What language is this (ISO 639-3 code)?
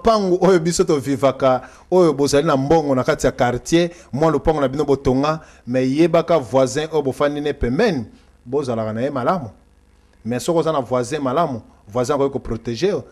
lin